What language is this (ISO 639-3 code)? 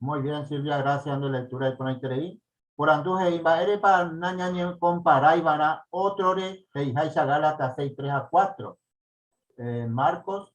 grn